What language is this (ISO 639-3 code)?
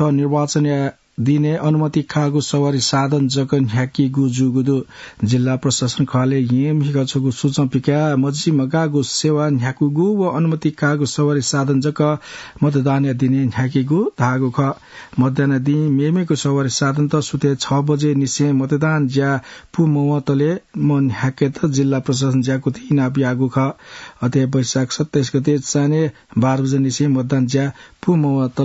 new